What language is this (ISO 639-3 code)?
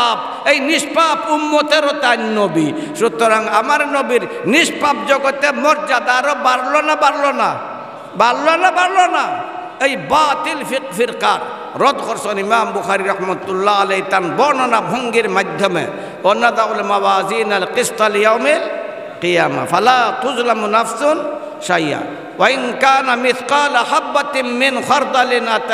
syl